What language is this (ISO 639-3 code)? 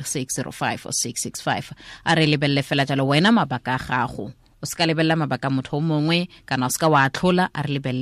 tsn